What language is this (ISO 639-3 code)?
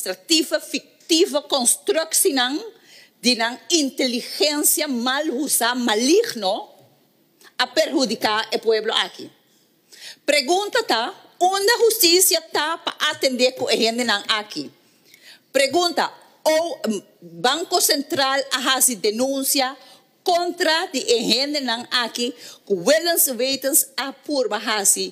pap